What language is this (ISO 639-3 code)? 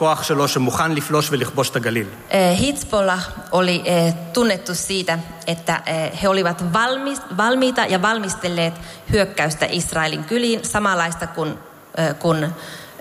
fin